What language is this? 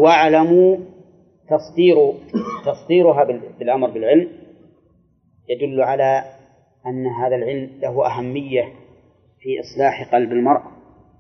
Arabic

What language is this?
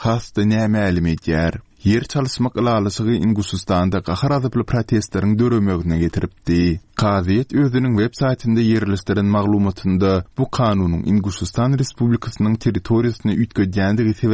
Turkmen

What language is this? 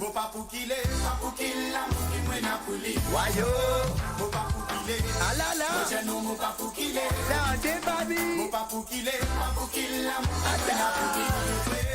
Morisyen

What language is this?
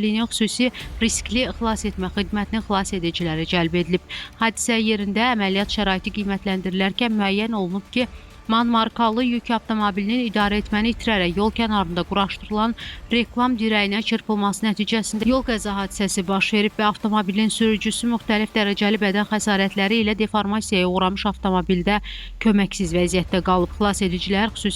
Azerbaijani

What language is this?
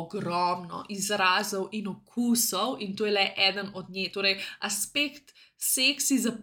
Slovenian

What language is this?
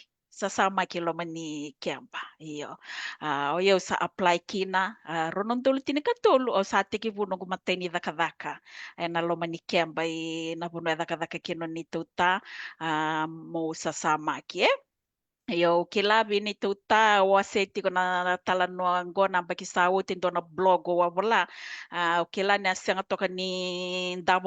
Fijian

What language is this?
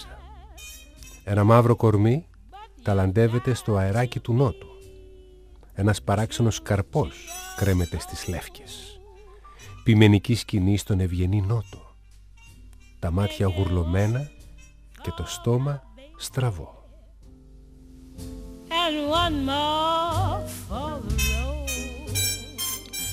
Greek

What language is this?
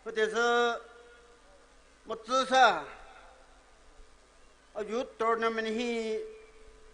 Poumei Naga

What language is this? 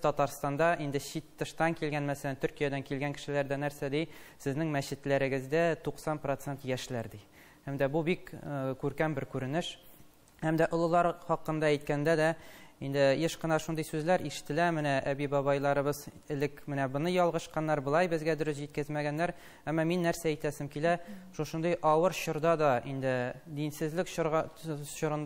Tatar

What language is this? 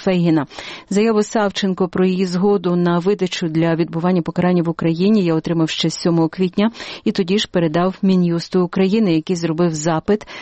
Ukrainian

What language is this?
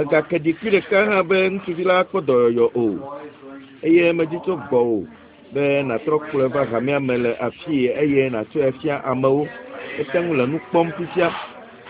Ewe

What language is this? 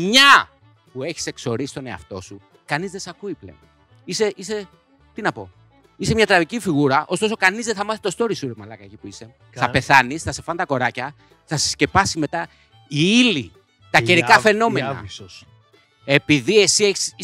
Greek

